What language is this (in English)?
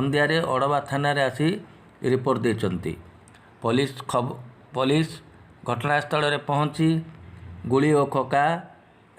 Odia